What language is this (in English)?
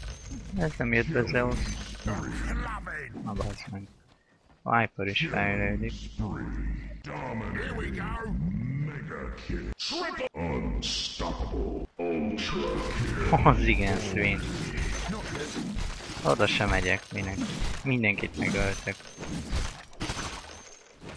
Hungarian